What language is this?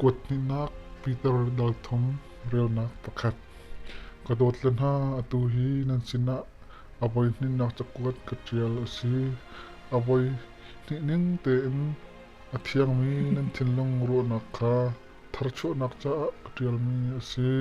Hakha Chin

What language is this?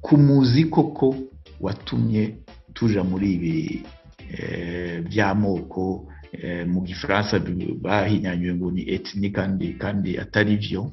Rundi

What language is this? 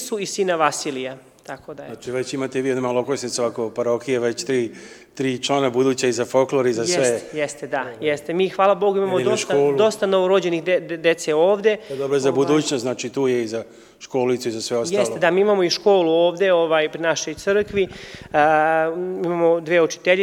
Serbian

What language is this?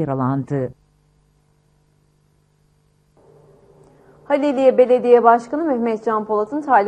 Turkish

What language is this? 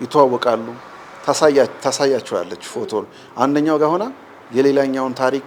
Amharic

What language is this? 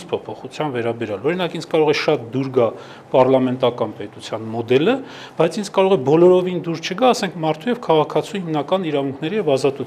Armenian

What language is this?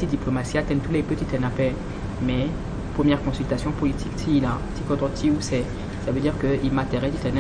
Sango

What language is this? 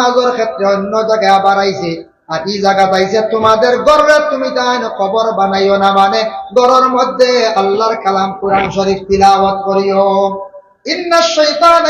Sylheti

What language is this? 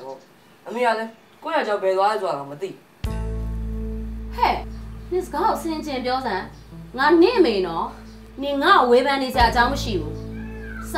Burmese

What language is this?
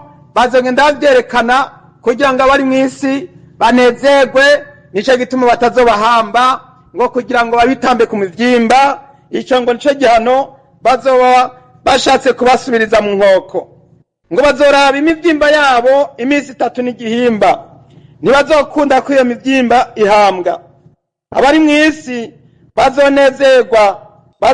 Rundi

